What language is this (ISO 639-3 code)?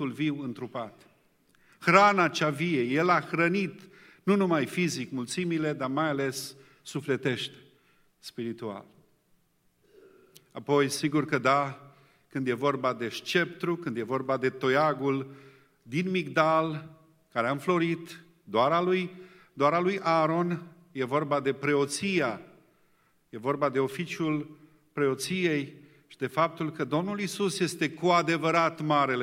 ron